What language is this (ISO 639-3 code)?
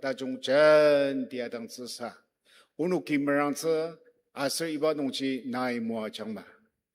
njo